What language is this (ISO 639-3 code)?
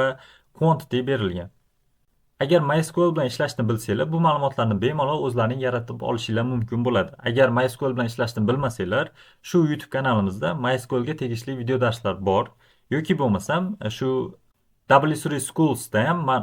uzb